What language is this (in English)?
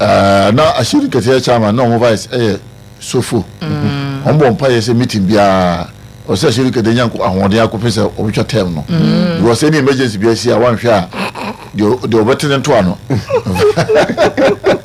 Akan